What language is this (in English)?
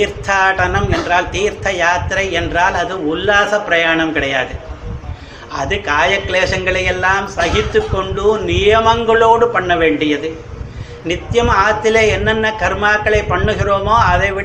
Tamil